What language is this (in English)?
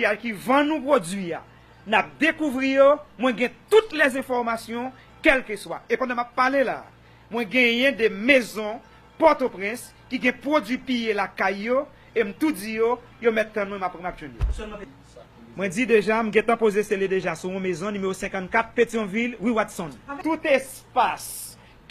Haitian Creole